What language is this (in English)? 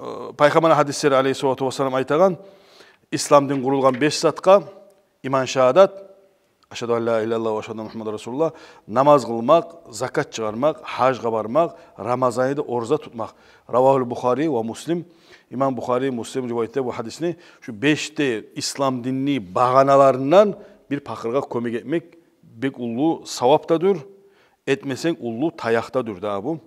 Kumyk